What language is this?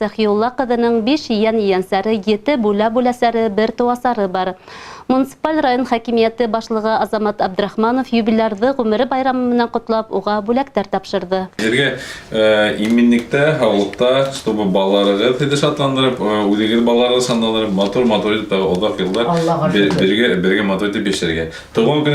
Bashkir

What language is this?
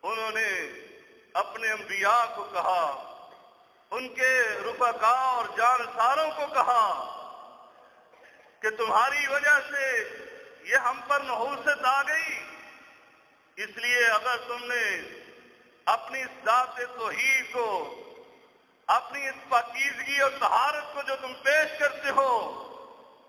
Urdu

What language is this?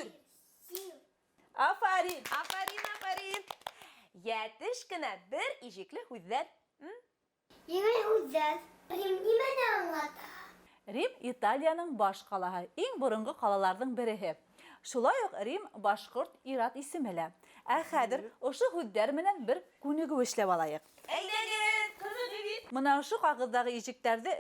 Bashkir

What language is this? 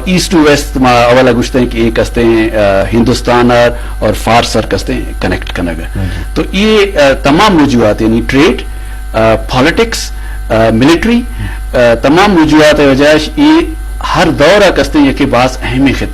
Eastern Balochi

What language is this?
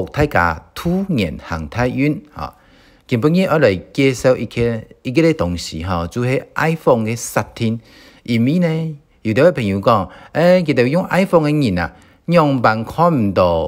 Hakka Chinese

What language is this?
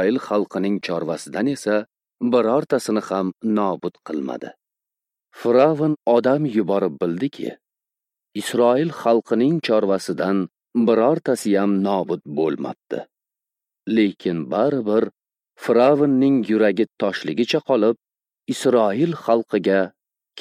Uzbek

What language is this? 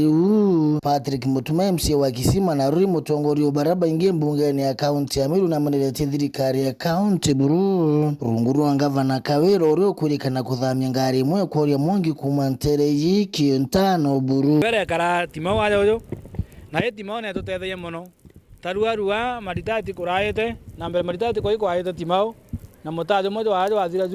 Meru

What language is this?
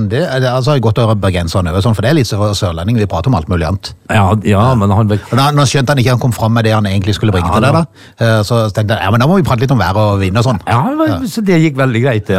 Norwegian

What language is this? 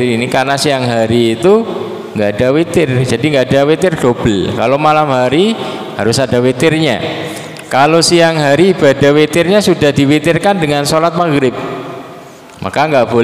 Indonesian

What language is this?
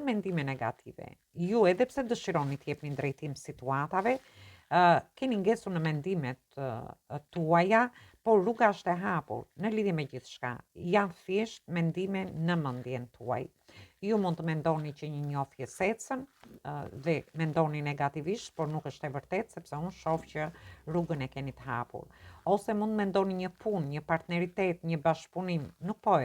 Albanian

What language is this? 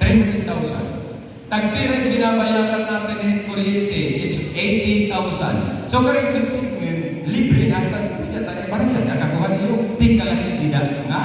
Waray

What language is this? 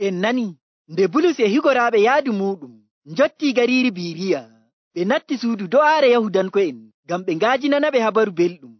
Nigerian Fulfulde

